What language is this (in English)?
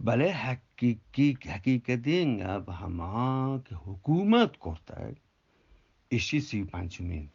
Eastern Balochi